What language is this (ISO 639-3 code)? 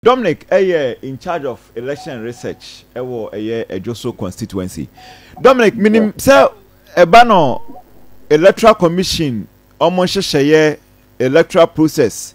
aka